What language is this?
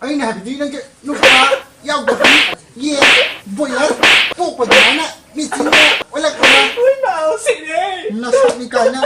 Manipuri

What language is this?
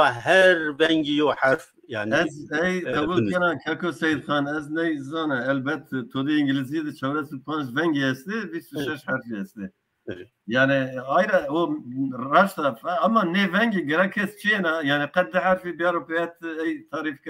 Zaza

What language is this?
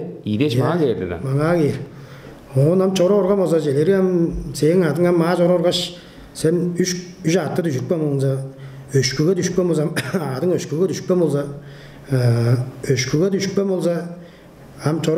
Tuvinian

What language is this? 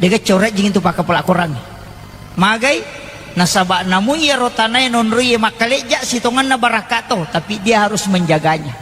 Buginese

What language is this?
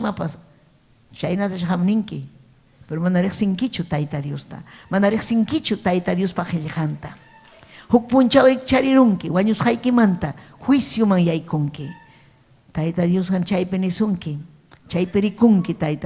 Ayacucho Quechua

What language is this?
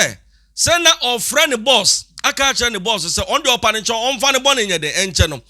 Akan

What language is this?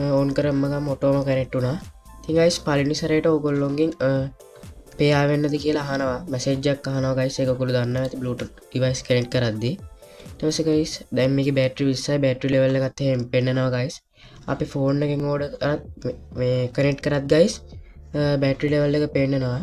Sinhala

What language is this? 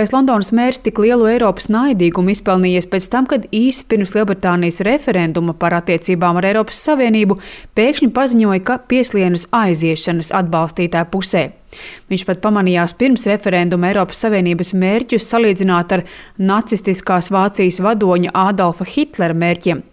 Latvian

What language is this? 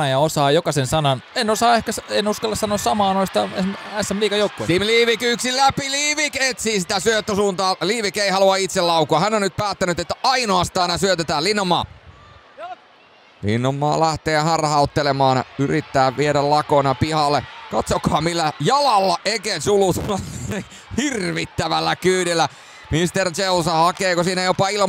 Finnish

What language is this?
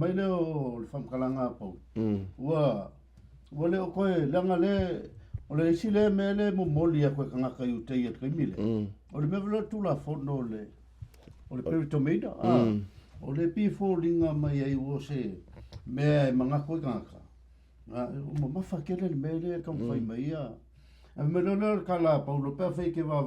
Samoan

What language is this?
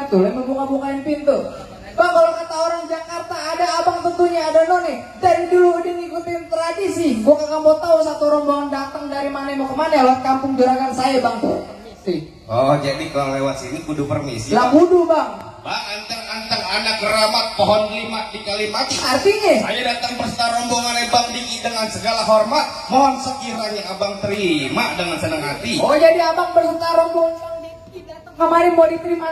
Betawi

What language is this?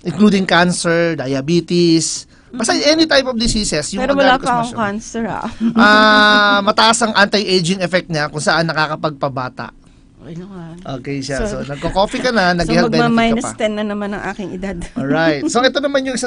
Filipino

